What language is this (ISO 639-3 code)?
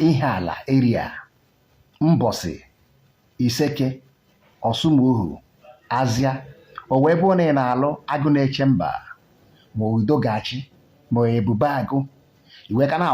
ibo